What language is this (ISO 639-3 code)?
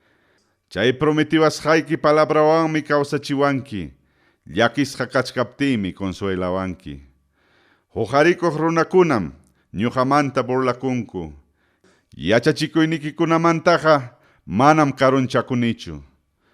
quy